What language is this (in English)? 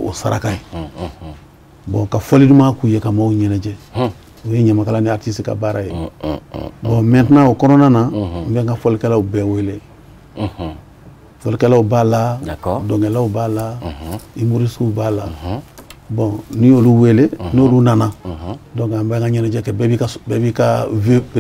Bambara